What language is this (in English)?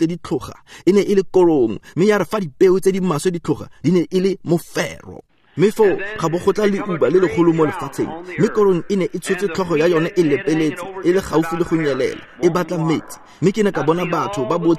Tswana